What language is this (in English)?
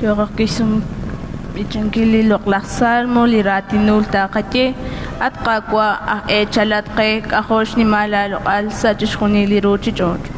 Kekchí